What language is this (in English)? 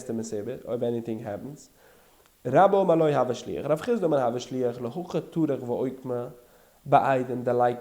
Yiddish